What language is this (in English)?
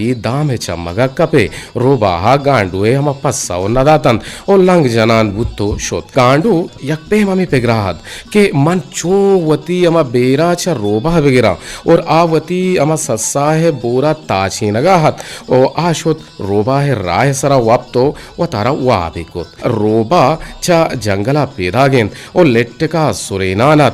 Eastern Balochi